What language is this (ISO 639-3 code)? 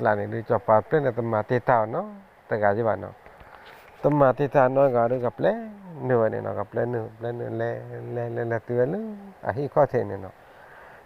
ksw